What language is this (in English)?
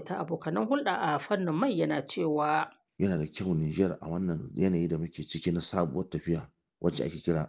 Hausa